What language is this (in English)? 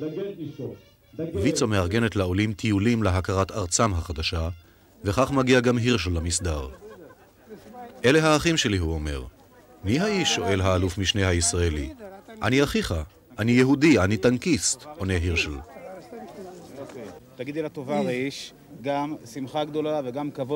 Hebrew